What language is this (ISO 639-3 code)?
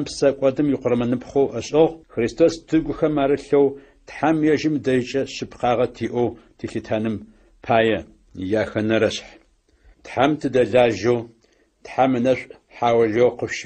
ady